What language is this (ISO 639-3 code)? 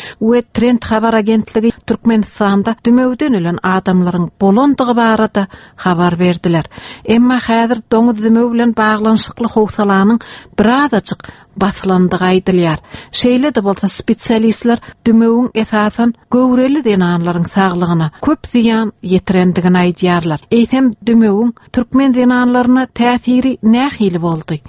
tuk